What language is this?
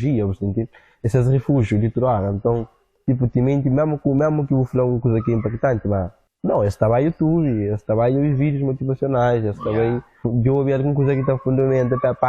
Kabuverdianu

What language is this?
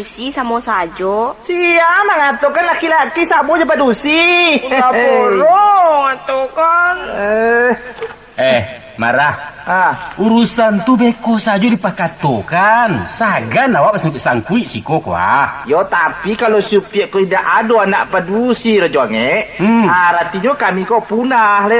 Minangkabau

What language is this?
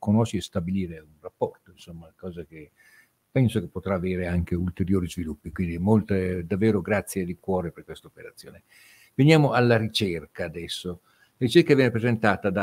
Italian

